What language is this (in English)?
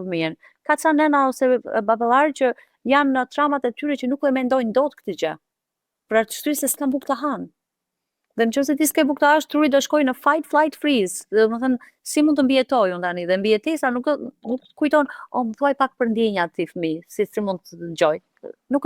Albanian